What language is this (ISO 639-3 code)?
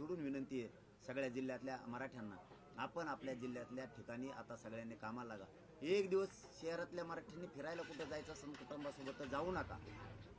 mar